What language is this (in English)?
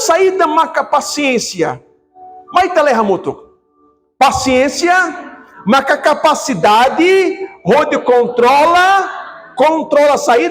Tetum